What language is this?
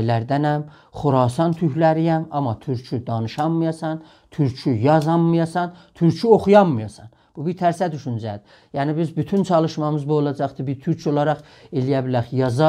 South Azerbaijani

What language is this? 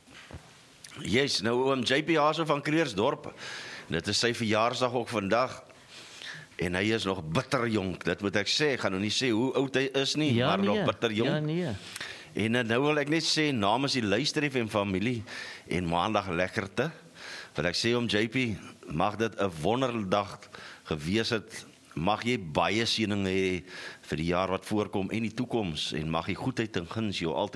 Afrikaans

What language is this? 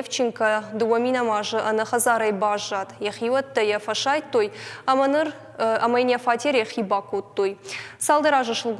Ossetic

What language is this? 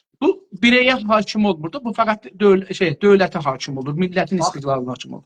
South Azerbaijani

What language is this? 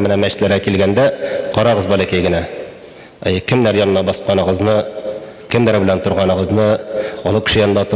Tatar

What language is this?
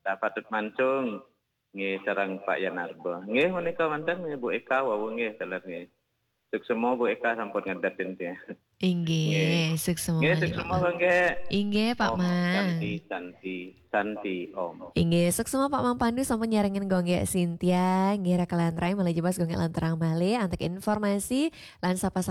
Balinese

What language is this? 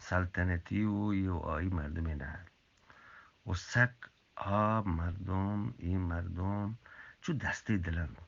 Eastern Balochi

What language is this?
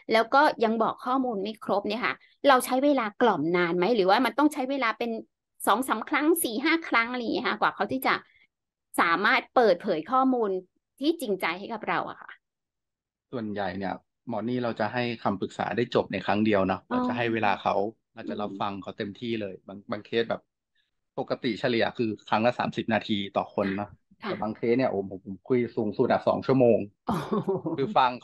Thai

